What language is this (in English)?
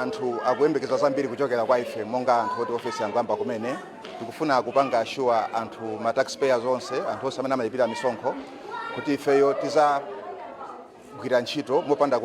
Nyanja